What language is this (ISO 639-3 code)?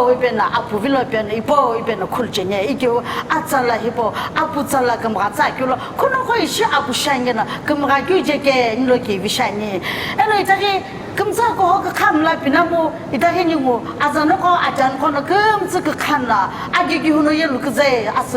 nsm